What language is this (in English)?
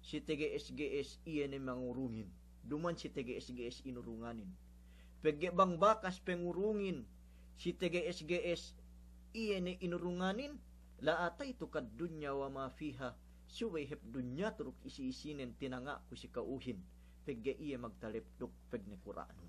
Yakan